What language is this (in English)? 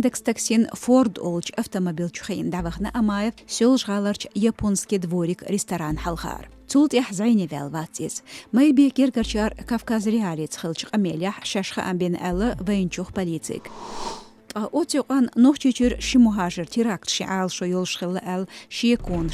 Chechen